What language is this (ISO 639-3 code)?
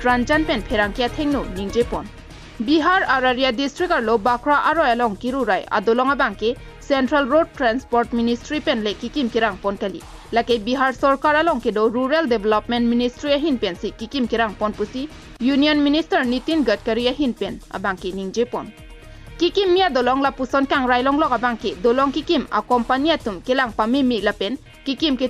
mjw